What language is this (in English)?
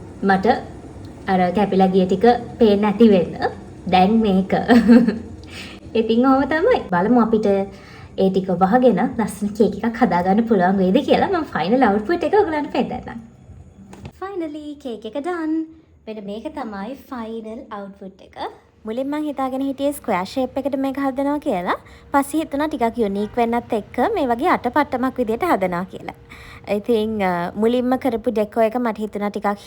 Sinhala